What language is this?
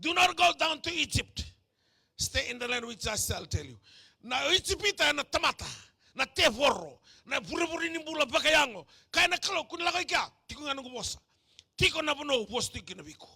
Fijian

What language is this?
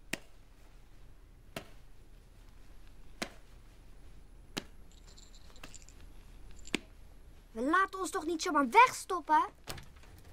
Dutch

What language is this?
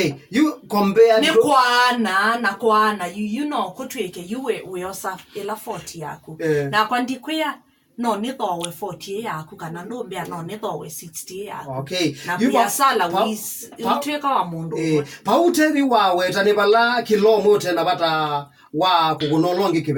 Kamba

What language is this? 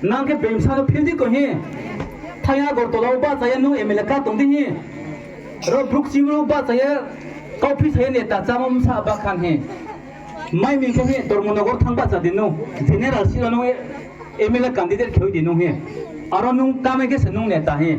Riang (India)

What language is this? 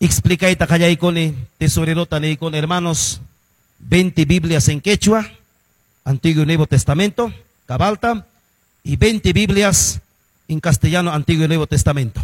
Ayacucho Quechua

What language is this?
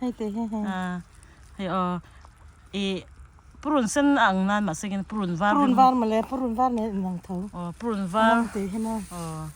Mizo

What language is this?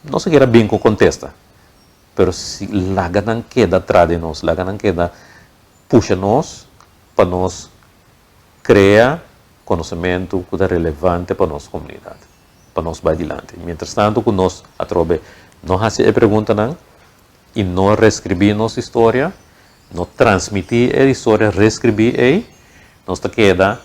Papiamento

